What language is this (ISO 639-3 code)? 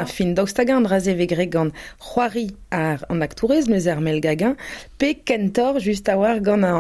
bre